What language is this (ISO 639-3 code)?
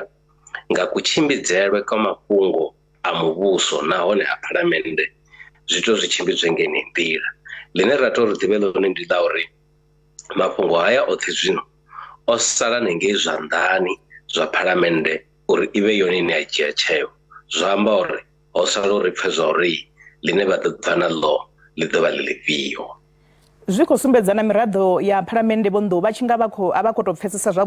ven